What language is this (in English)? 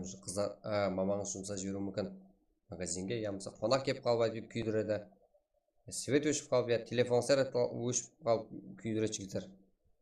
Kara-Kalpak